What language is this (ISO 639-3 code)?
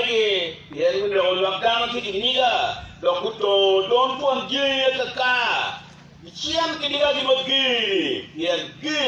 ach